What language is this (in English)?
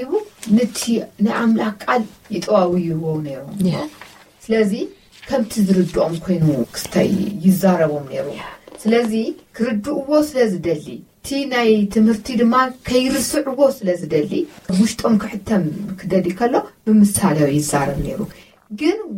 Tigrinya